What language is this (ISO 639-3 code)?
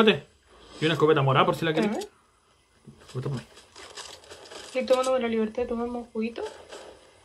spa